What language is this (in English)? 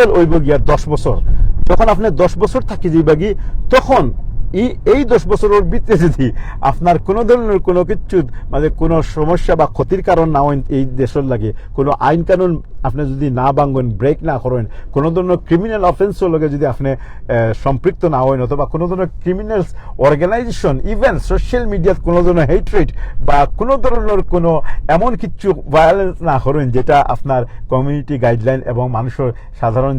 Sylheti